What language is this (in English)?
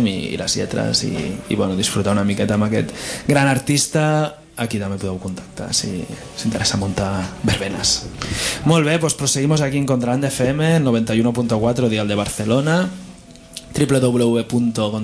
Catalan